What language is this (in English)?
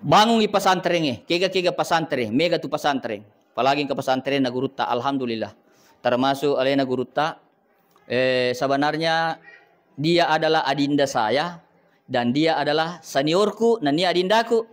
Buginese